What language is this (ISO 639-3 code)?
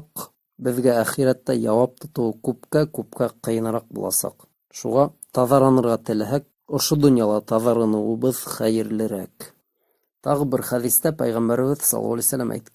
bak